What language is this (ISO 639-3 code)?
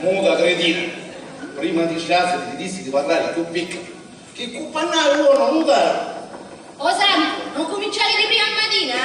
scn